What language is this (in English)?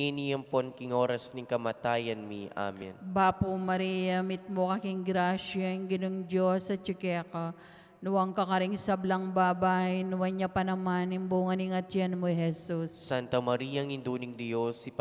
Pampanga